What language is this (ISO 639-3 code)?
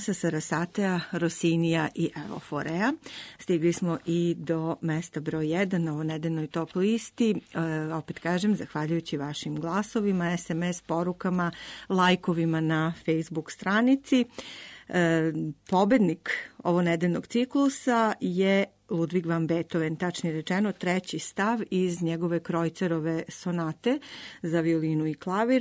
srp